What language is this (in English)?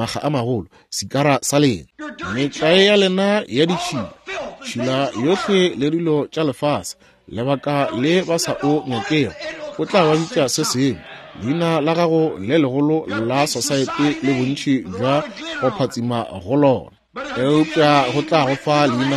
Northern Sotho